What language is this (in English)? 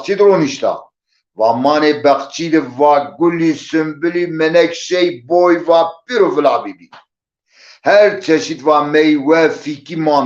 Zaza